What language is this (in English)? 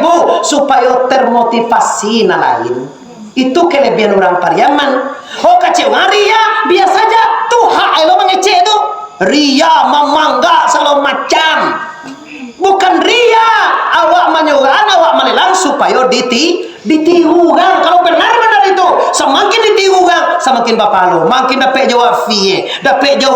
Minangkabau